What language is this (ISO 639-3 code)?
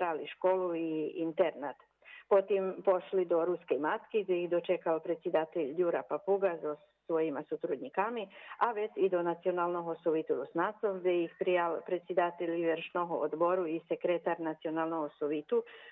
rue